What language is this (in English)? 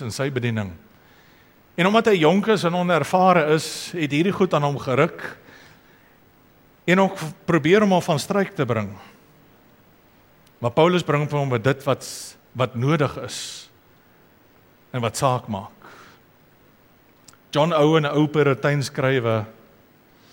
Afrikaans